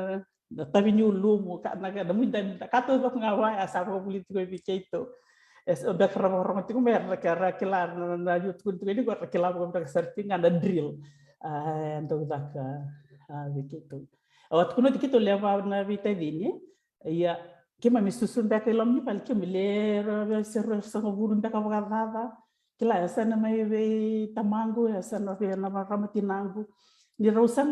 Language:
Fijian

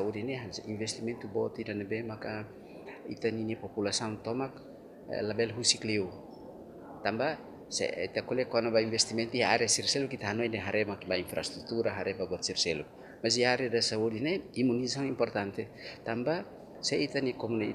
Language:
Tetum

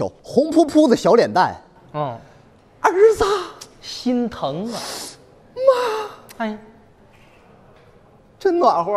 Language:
Chinese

